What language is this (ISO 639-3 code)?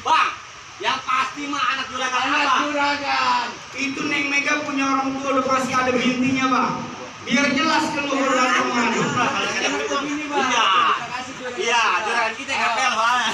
bew